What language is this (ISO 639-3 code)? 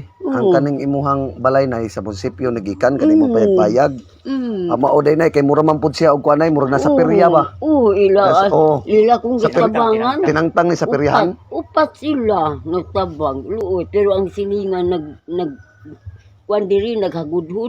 ceb